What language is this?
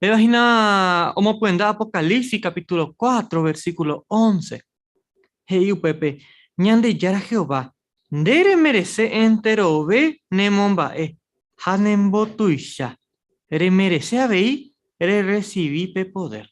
Guarani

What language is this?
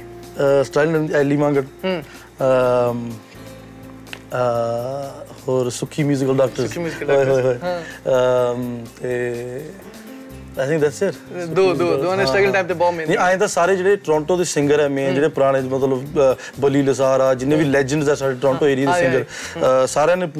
Punjabi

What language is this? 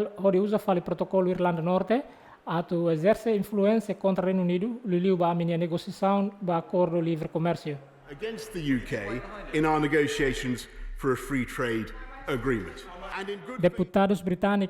Tetum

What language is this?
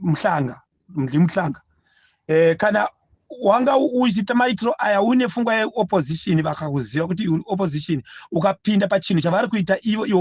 Shona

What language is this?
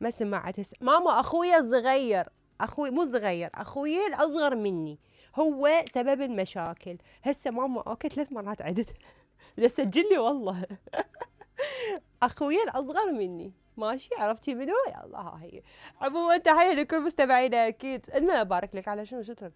Mesopotamian Arabic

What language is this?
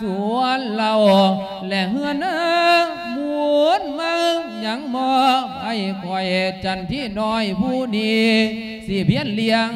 Lao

